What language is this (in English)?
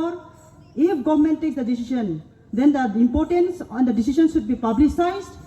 Riang (India)